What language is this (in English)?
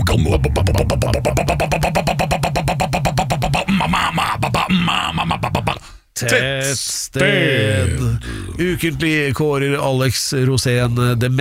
Norwegian